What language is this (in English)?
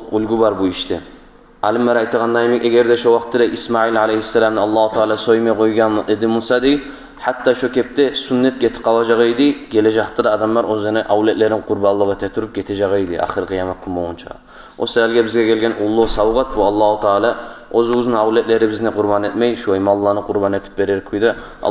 Kumyk